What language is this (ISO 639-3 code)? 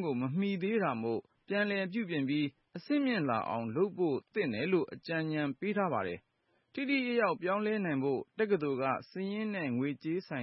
mya